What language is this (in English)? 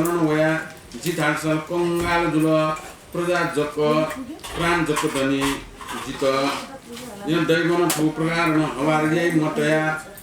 Newari